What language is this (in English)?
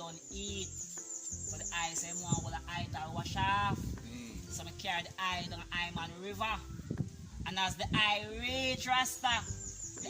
Jamaican Creole English